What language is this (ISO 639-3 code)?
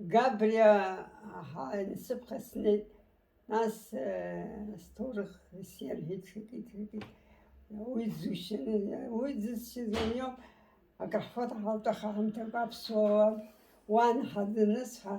abk